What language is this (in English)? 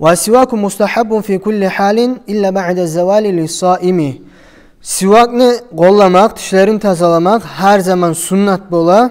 Kumyk